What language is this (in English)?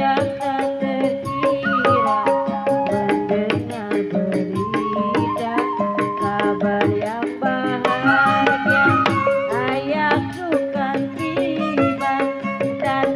Betawi